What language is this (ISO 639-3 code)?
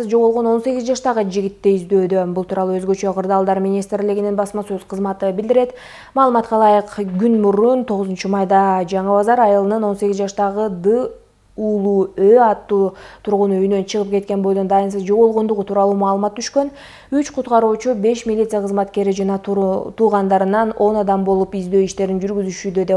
kir